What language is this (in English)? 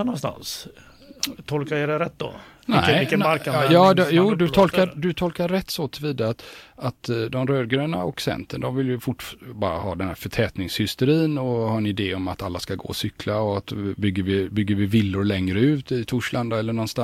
Swedish